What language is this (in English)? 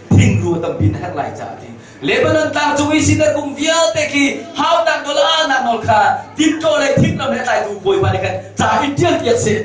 Hakha Chin